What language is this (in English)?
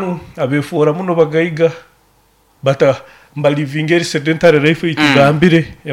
Nyoro